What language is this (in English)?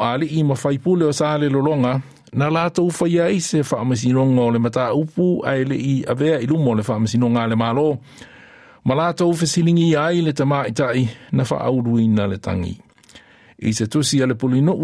Samoan